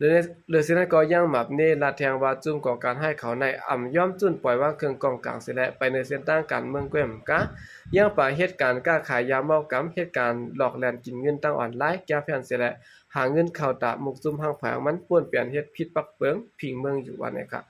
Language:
Shan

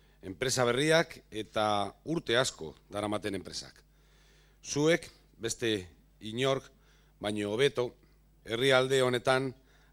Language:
Basque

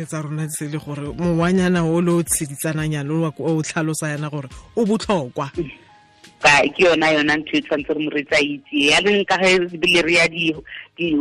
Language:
Tswana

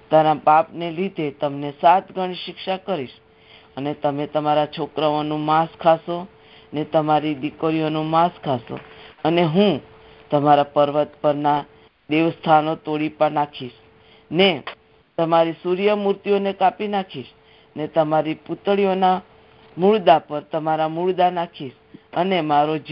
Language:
Gujarati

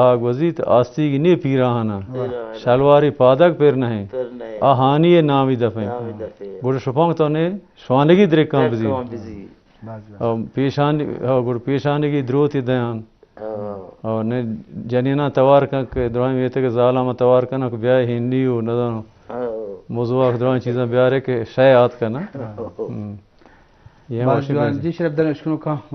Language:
Baluchi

